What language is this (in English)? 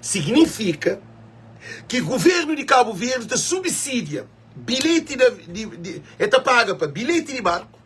Kabuverdianu